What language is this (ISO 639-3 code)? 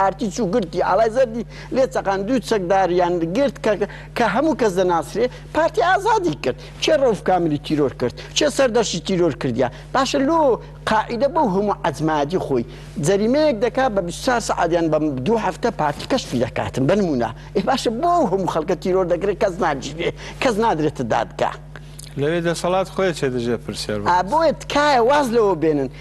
ckb